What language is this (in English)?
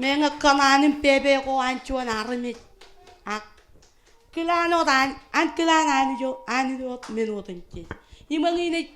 Marshallese